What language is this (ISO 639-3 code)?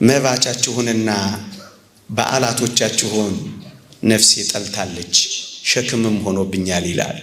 amh